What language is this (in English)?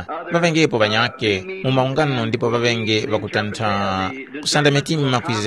Tumbuka